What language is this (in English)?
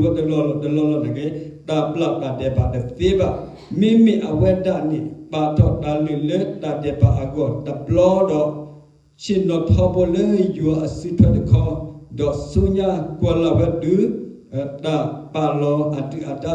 S'gaw Karen